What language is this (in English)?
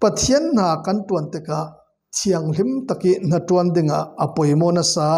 Falam Chin